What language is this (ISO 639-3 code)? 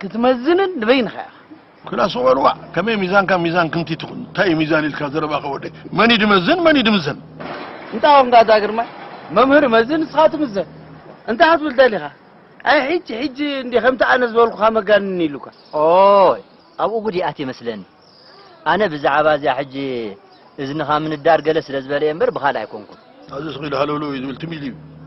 tir